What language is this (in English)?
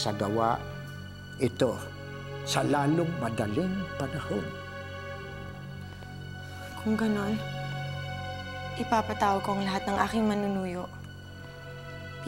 Filipino